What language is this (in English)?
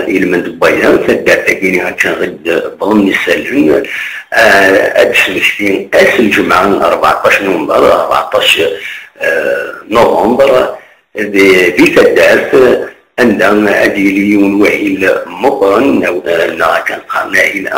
Kabyle